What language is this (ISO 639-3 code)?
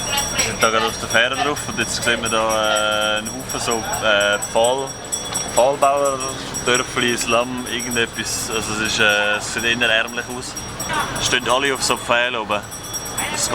gsw